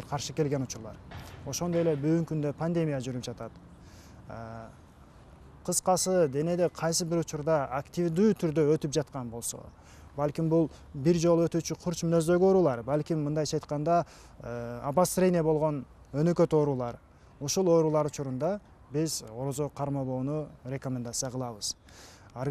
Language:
Kyrgyz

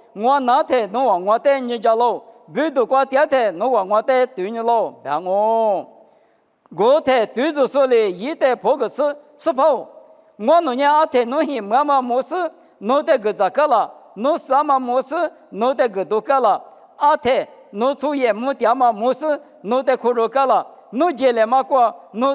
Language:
Lisu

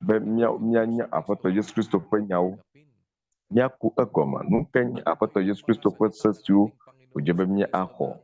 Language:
Ewe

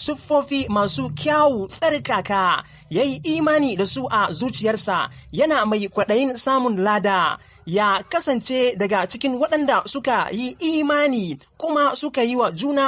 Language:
Hausa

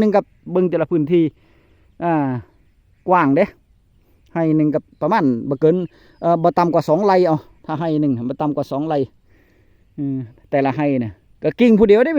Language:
Northeastern Thai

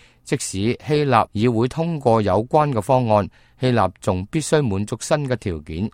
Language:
Cantonese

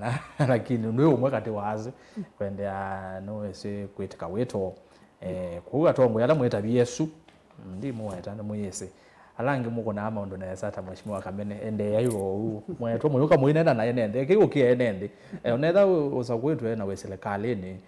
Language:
Kamba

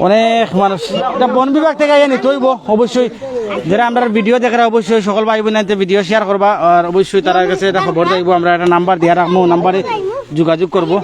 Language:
Sylheti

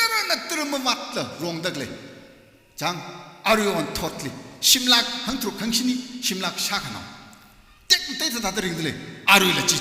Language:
Tangkhul Naga (India)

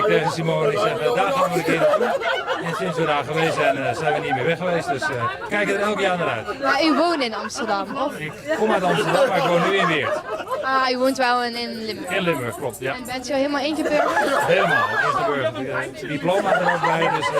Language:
Limburgish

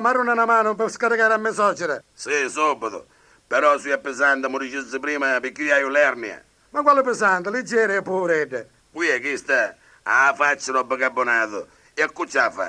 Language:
Sicilian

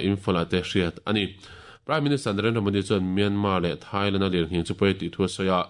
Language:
Mizo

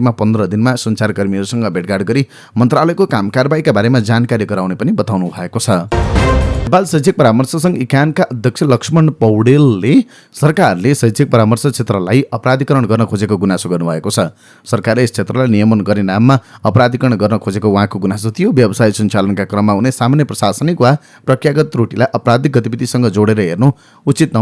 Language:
Nepali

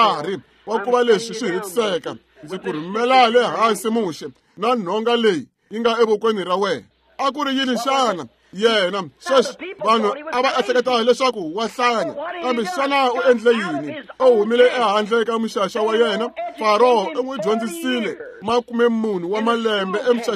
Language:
Tsonga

